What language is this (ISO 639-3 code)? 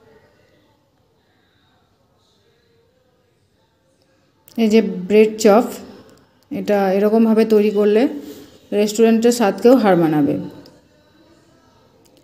ben